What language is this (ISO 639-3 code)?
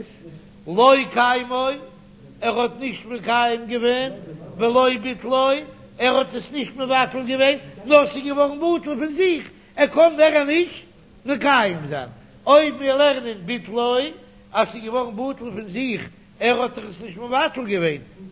yid